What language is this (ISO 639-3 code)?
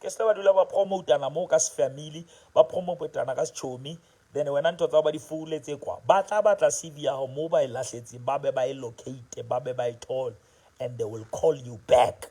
sot